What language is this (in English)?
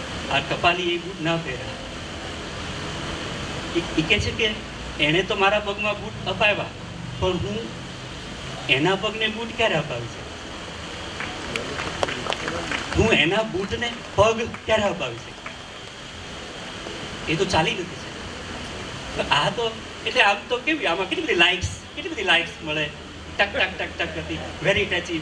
Gujarati